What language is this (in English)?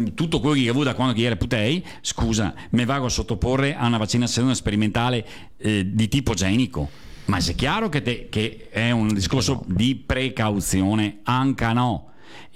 Italian